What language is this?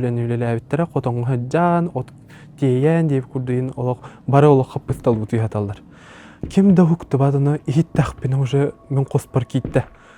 Yakut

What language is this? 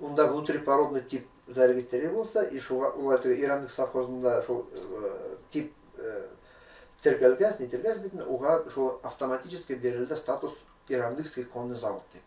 Bashkir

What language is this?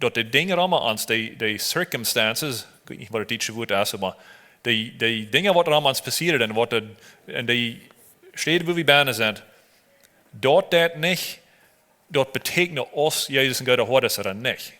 Plautdietsch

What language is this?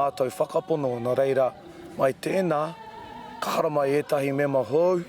Māori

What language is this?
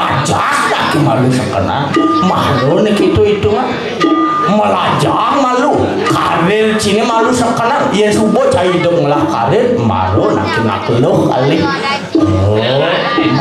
Balinese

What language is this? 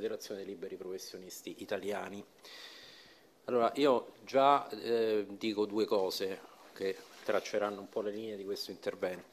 Italian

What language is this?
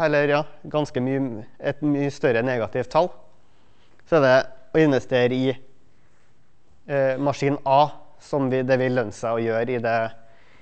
Norwegian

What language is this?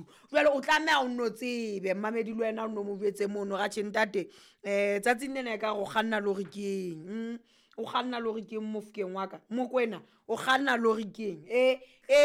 Southern Sotho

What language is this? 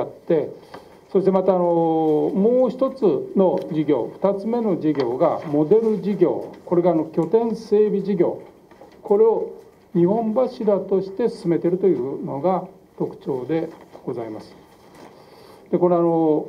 Japanese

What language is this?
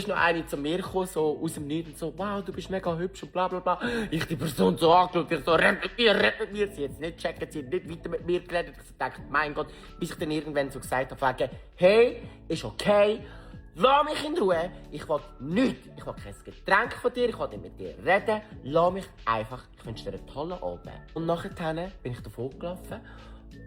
Swiss German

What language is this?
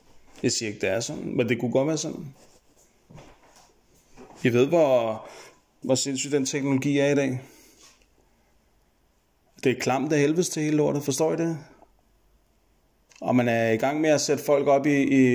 Danish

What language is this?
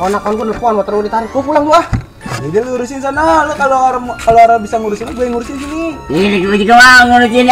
Betawi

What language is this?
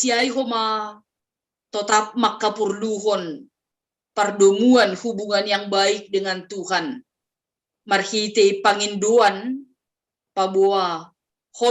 Batak Simalungun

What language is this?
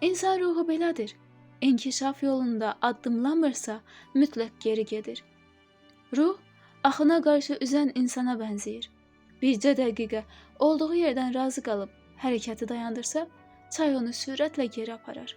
Azerbaijani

